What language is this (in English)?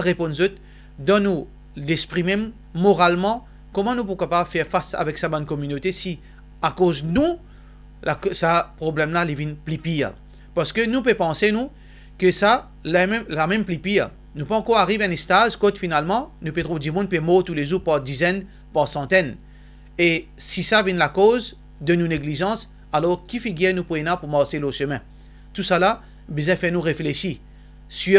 Morisyen